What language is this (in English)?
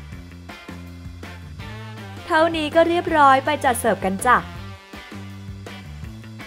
Thai